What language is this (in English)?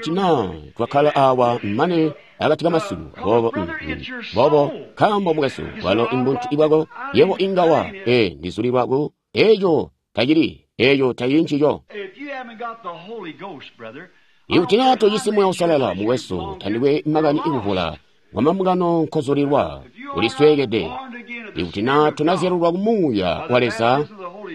Tonga (Zambia)